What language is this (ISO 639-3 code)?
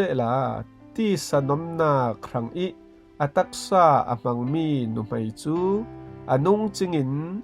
cfm